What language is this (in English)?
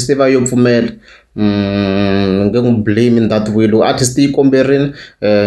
Tsonga